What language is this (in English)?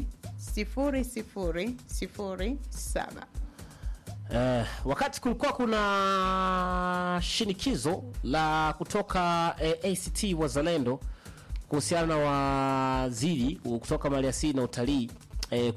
Swahili